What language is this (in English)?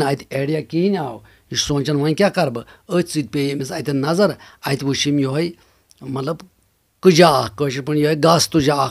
Kashmiri